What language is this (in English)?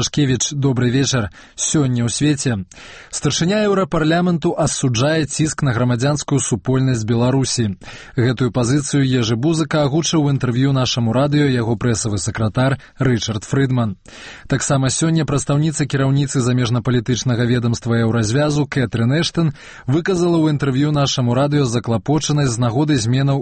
Belarusian